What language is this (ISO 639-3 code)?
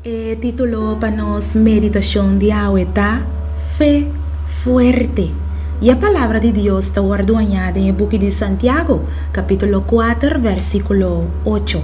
pap